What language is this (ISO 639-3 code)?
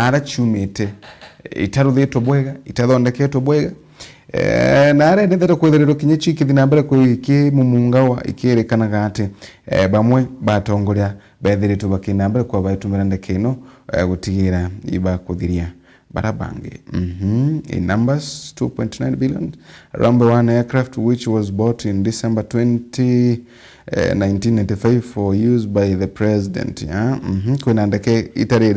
mer